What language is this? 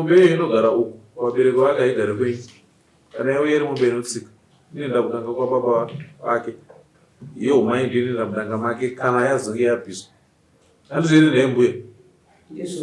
Shona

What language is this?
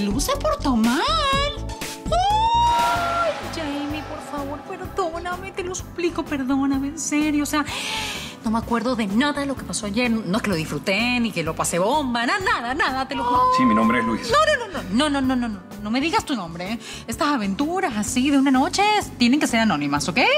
Spanish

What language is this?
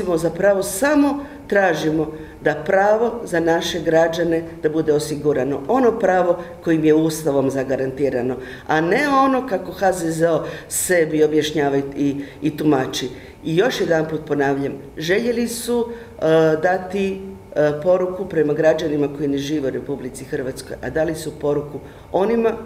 Croatian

